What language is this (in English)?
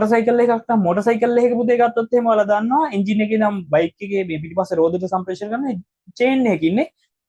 Sinhala